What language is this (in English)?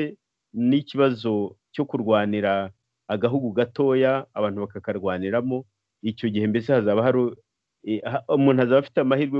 Kinyarwanda